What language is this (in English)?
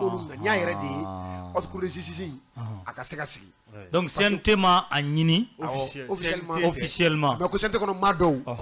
Bambara